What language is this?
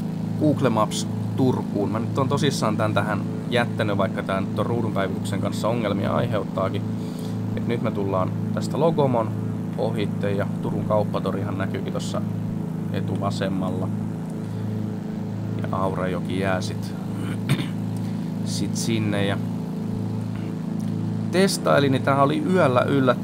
Finnish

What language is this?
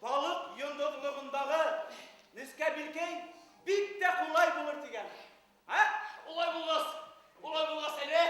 Bashkir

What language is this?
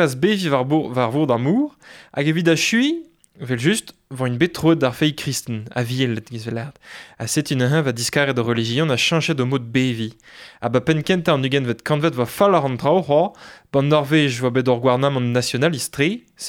Breton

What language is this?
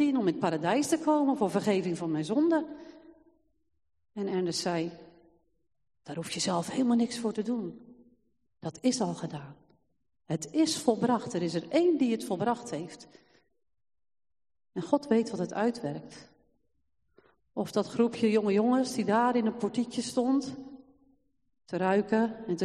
Dutch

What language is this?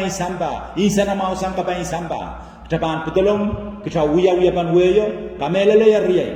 Pohnpeian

